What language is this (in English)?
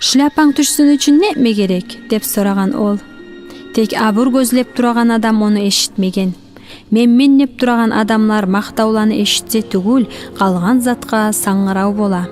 Kumyk